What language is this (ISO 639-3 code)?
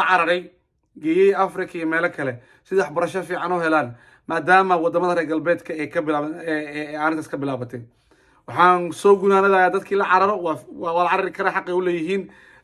som